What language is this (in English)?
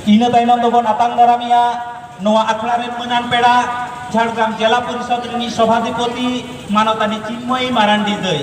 Santali